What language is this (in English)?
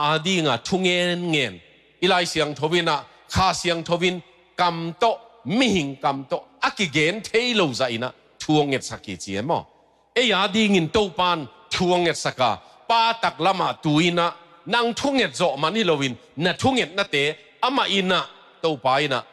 Tedim Chin